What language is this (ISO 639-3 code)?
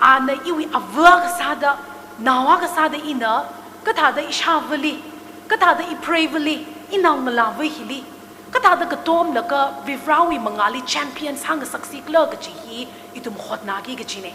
nmf